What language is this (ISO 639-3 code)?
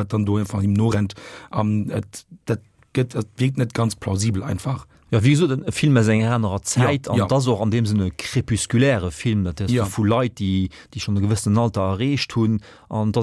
ltz